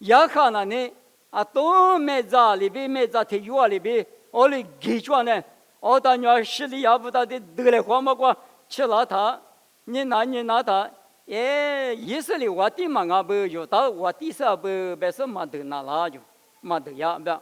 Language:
Lisu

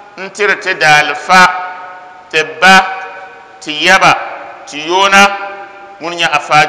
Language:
Dagbani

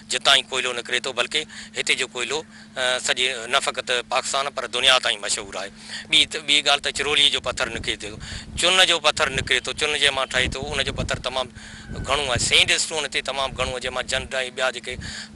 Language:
Sindhi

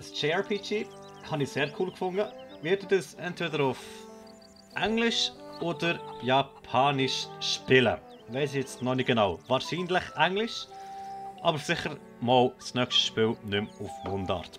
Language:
Swiss German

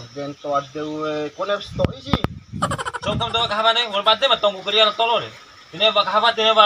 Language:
Bima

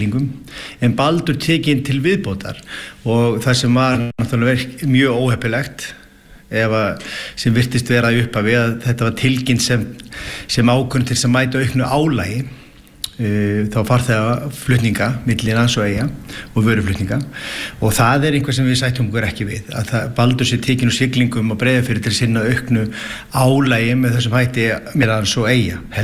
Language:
Icelandic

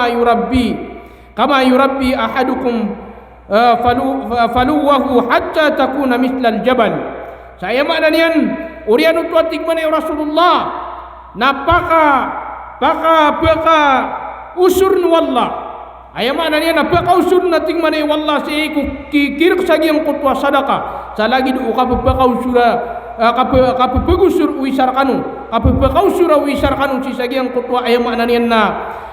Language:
Maranao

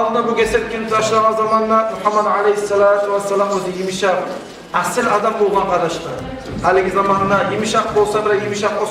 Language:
Kumyk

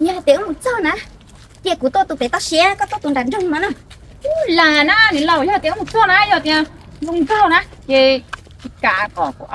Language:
Hmong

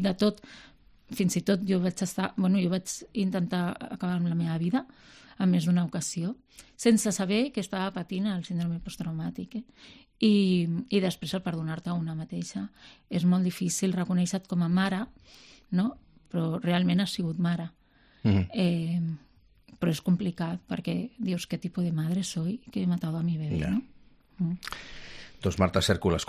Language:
Catalan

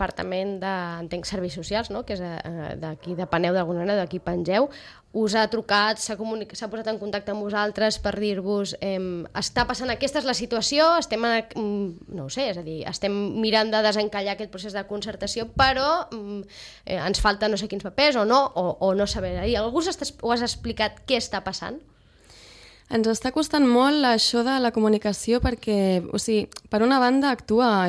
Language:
Catalan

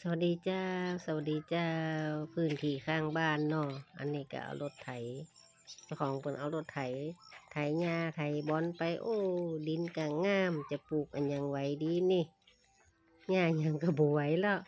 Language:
Lao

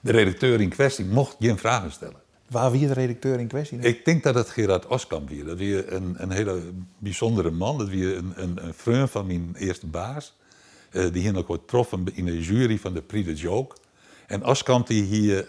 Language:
Western Frisian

